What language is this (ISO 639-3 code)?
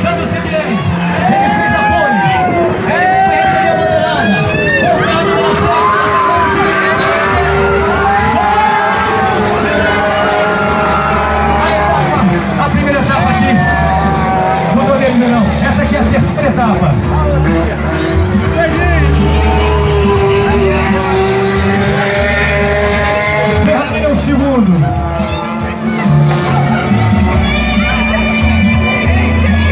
por